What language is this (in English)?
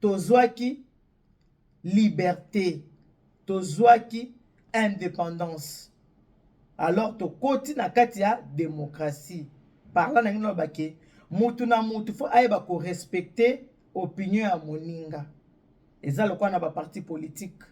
Lingala